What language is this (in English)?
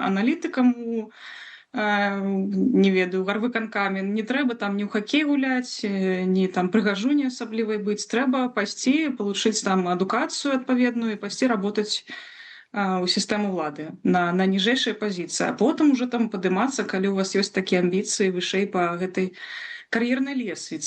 Belarusian